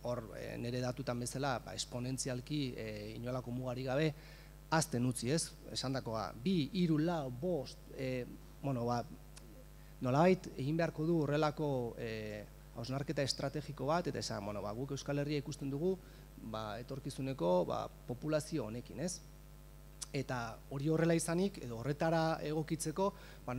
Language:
Basque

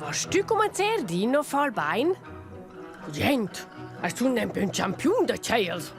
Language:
Romansh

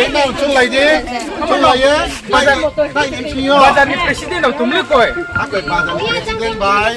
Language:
Riang (India)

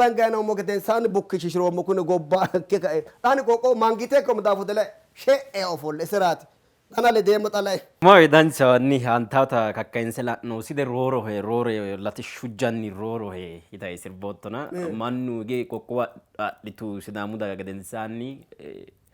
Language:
Sidamo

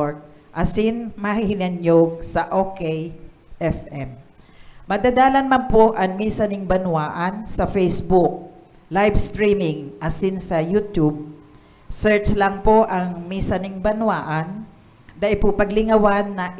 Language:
Bikol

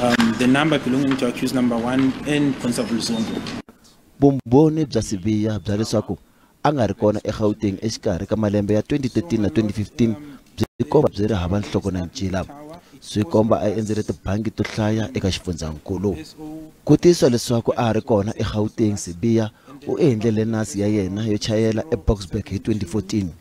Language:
Tsonga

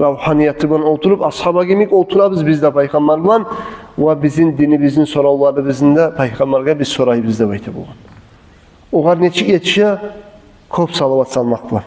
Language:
Kumyk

